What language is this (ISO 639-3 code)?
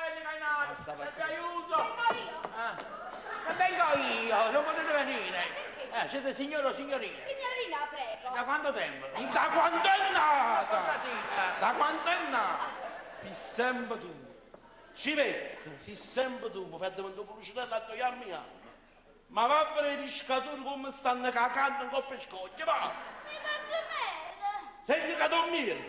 nap